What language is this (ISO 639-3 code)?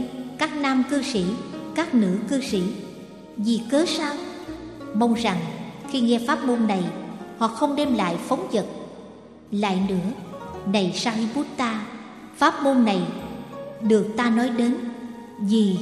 vie